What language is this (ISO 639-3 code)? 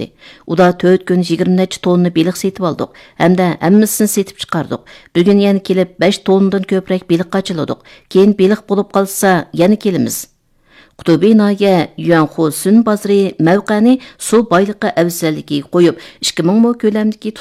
uig